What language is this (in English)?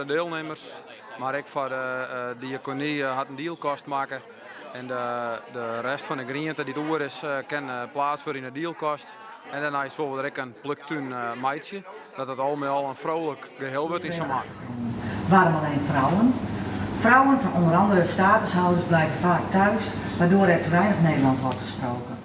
Western Frisian